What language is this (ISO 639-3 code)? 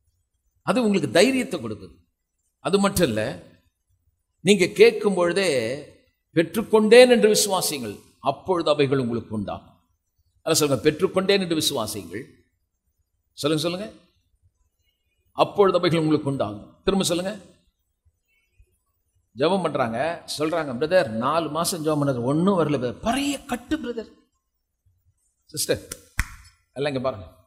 tam